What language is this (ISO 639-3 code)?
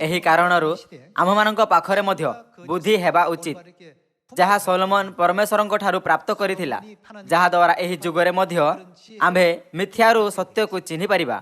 ori